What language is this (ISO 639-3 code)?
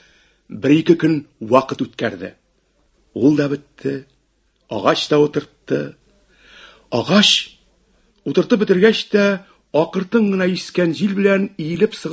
tat